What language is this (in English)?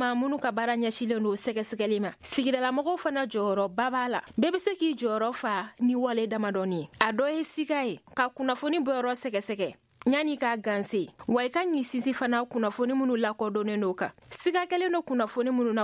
Bambara